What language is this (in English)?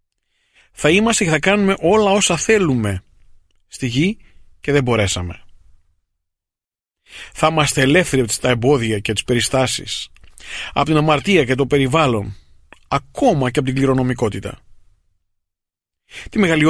Greek